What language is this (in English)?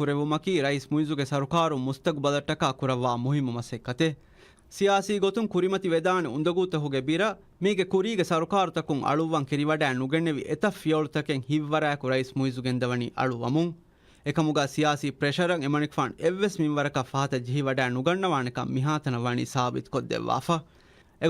Divehi